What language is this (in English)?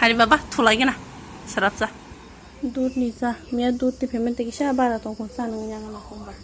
Kok Borok